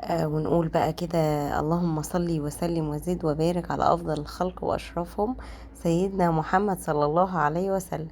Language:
Egyptian Arabic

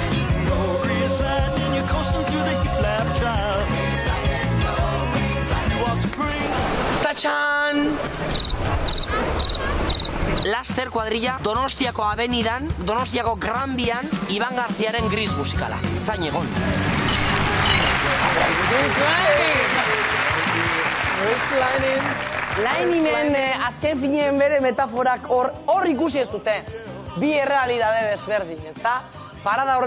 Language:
Basque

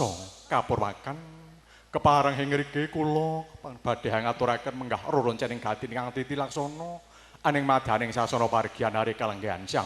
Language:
Javanese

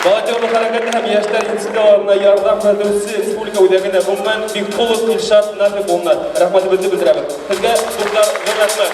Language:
Bashkir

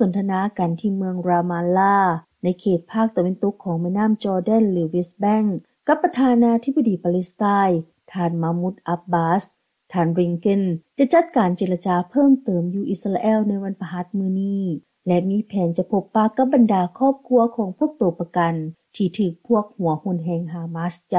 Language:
Lao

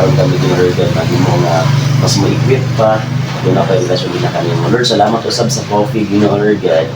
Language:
Cebuano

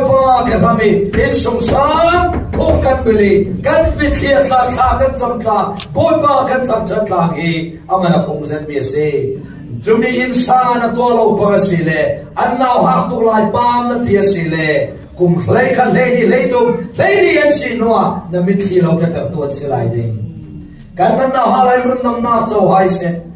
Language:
Falam Chin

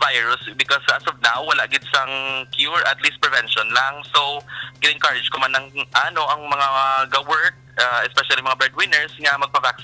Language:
Hiligaynon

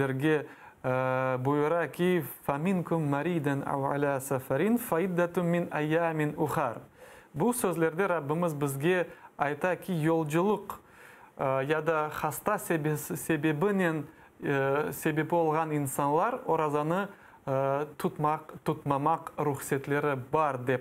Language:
Crimean Tatar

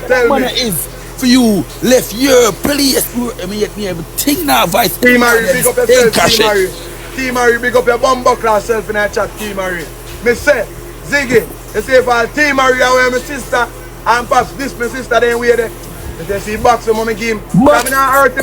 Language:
Jamaican Creole English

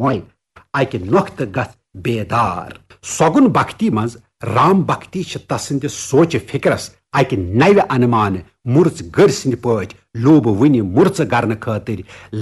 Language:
Kashmiri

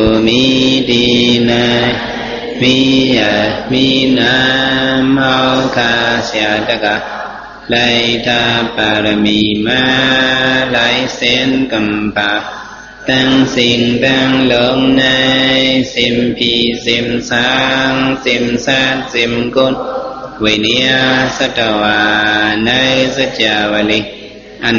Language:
Shan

